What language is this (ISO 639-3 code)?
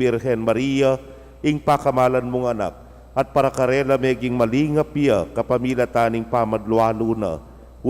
pam